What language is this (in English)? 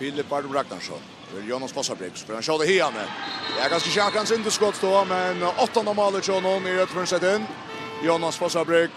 Faroese